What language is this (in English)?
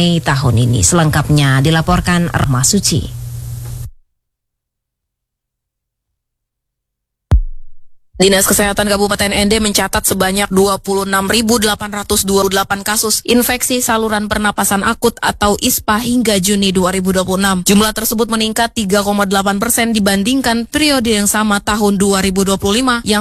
Indonesian